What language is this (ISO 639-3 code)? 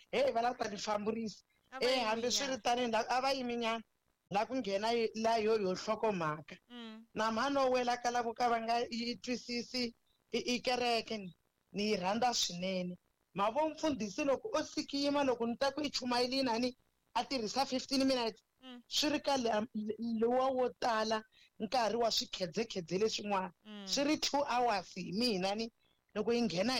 tso